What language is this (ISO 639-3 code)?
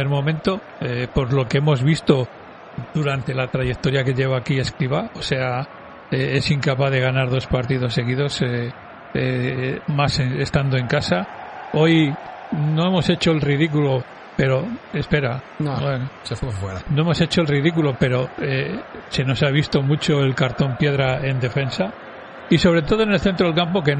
spa